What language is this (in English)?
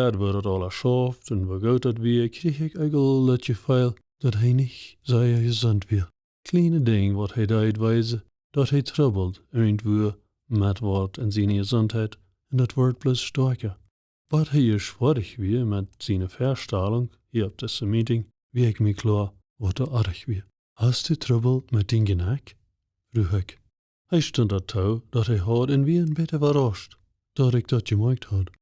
Plautdietsch